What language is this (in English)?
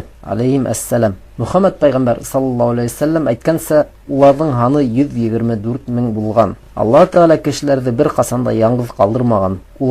Bashkir